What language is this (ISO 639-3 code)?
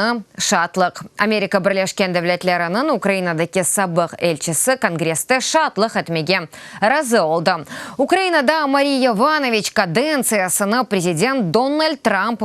crh